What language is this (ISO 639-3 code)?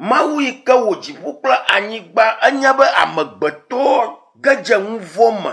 ewe